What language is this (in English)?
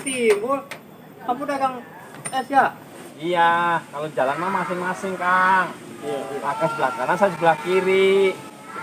Betawi